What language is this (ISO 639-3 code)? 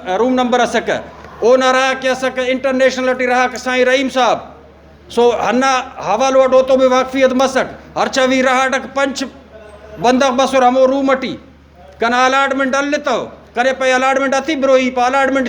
brh